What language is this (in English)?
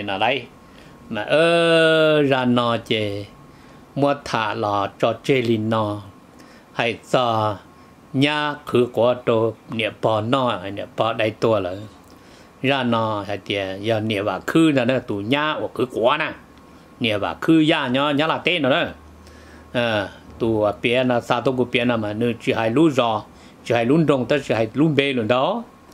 Vietnamese